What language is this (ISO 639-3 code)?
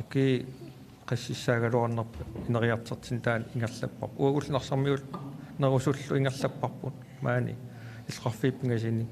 kal